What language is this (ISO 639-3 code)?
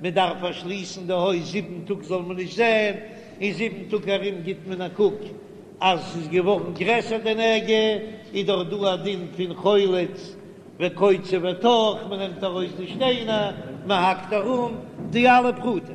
yid